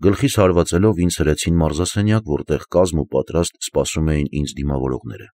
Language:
Armenian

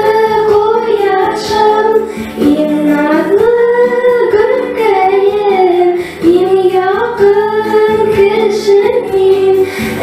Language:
Bashkir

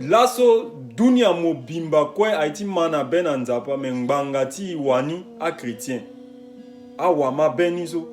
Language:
Sango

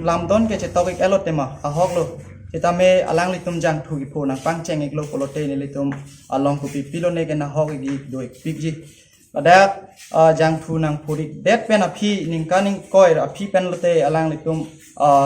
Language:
Karbi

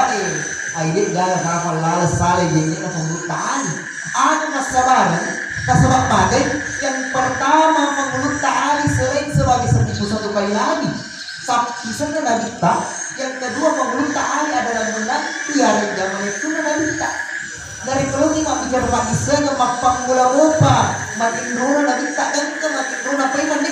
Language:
Buginese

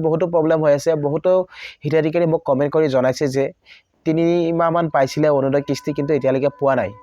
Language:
Assamese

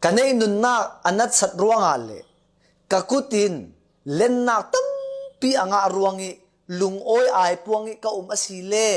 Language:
Falam Chin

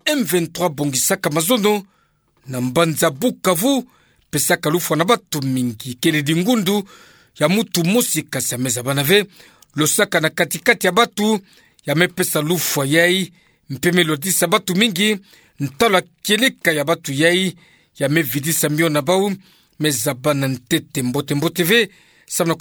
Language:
Kituba (Democratic Republic of Congo)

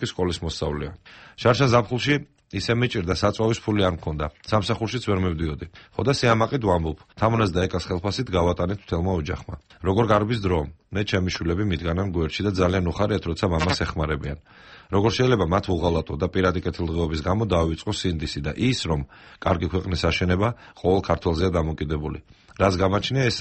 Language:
Georgian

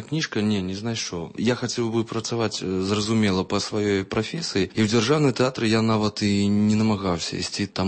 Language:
Belarusian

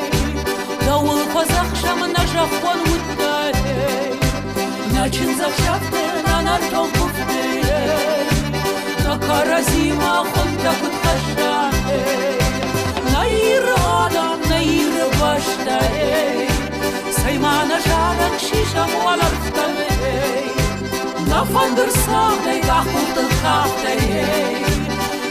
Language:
Ossetic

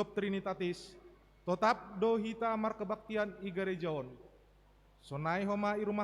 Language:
Batak Simalungun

